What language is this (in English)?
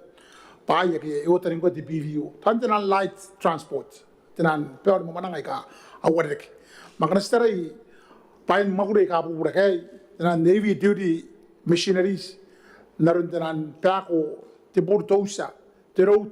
Gilbertese